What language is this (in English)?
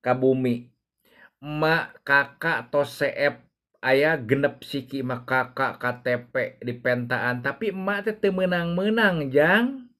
Sundanese